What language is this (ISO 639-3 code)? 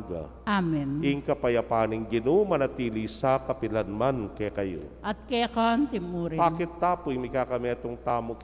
pam